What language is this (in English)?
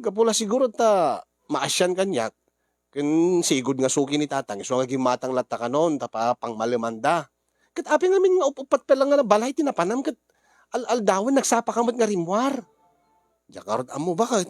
Iloko